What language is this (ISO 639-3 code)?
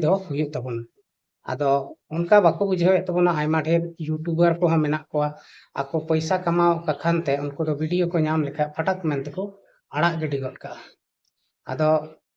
sat